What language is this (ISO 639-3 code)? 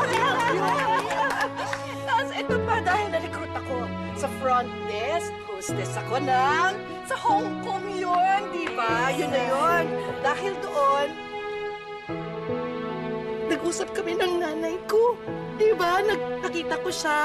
fil